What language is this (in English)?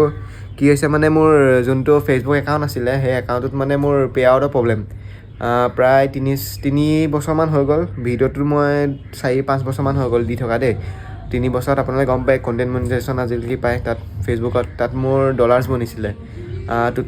Assamese